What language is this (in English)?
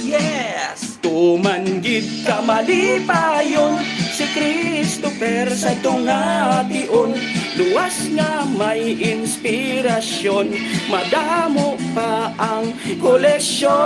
Hiligaynon